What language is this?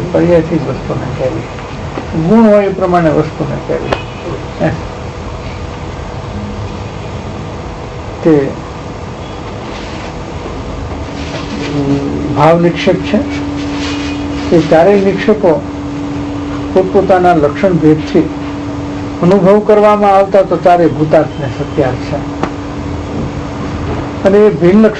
Gujarati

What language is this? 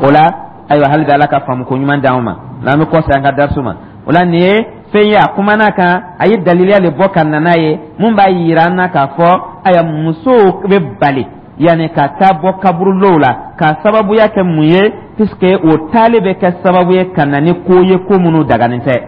Dyula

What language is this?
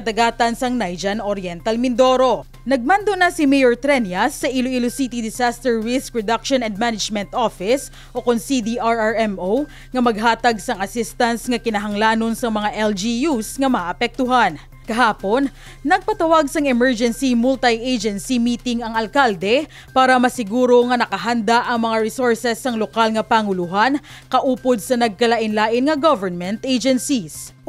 Hiligaynon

